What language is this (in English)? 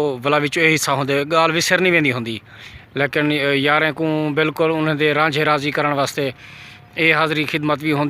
Saraiki